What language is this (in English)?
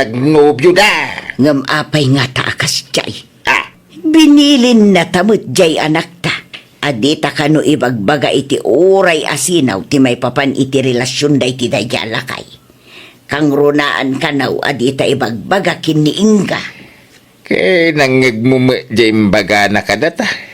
Iloko